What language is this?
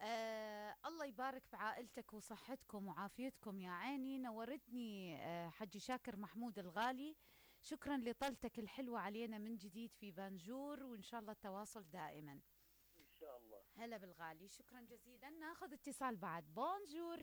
Mesopotamian Arabic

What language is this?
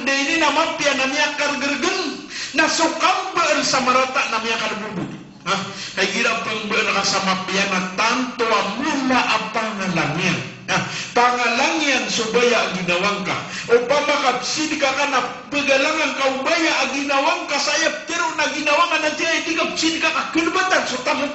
Maranao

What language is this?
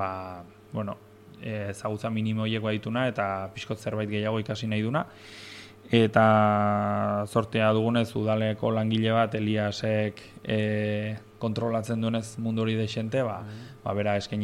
Basque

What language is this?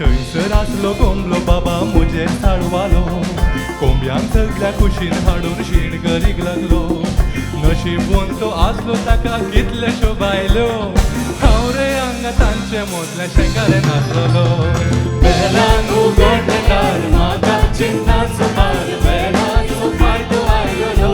Konkani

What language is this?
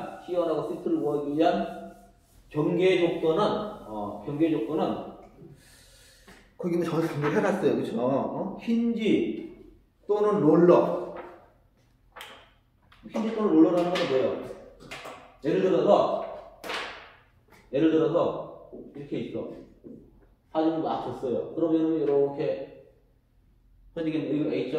Korean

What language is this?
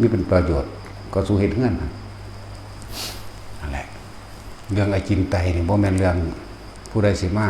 Northeastern Thai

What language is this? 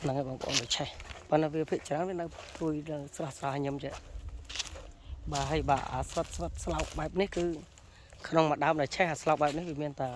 Khmer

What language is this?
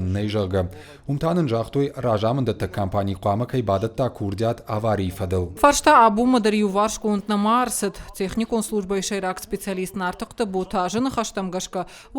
Ossetic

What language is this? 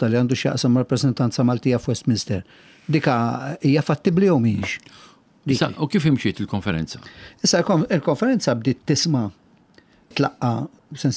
Maltese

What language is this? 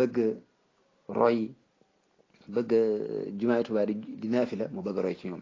Wolof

